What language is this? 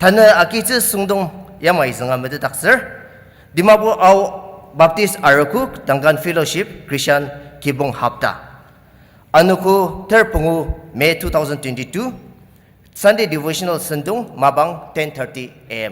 Ao Naga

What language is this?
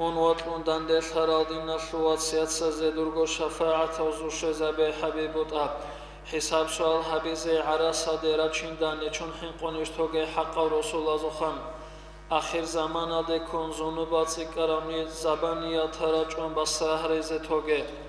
Avaric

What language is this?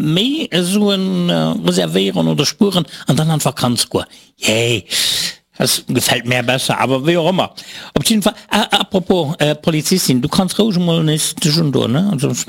Luxembourgish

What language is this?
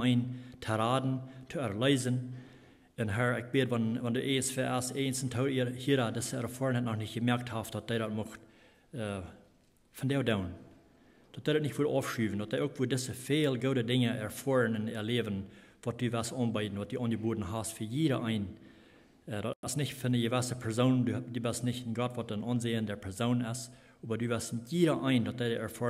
Plautdietsch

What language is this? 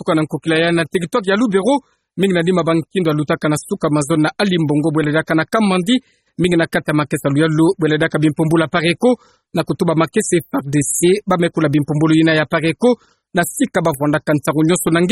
Kituba (Democratic Republic of Congo)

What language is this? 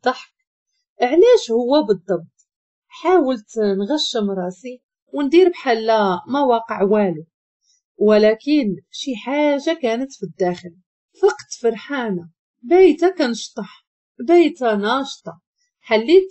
Moroccan Arabic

